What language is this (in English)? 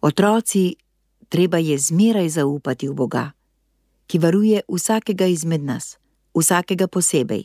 Slovenian